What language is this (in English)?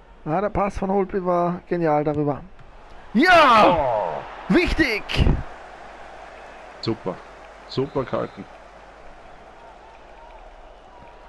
German